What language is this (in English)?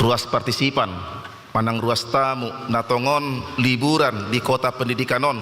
Batak Toba